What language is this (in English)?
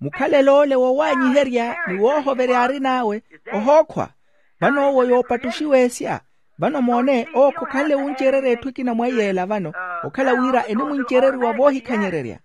Makhuwa